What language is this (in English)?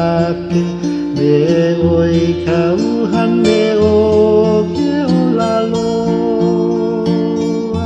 Hawaiian